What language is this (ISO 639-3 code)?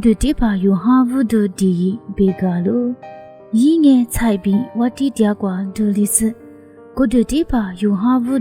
lis